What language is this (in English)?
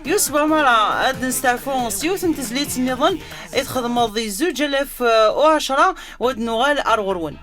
Kabyle